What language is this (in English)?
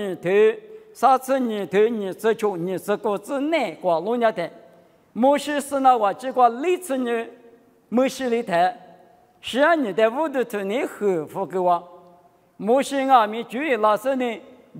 Lisu